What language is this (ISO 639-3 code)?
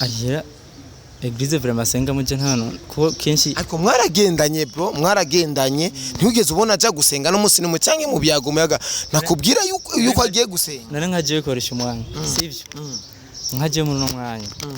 run